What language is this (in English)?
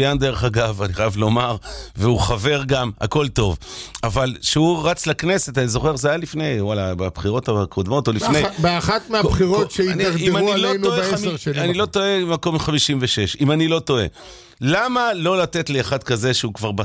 Hebrew